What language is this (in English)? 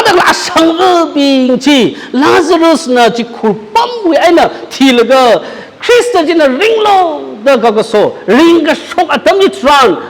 Tangkhul Naga (India)